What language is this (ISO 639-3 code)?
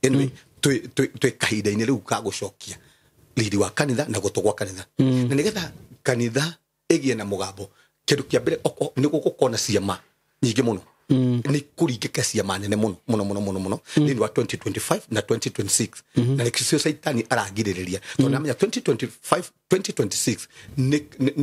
kik